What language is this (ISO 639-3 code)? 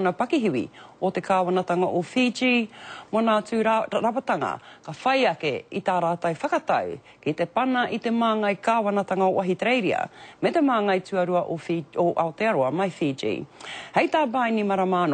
mri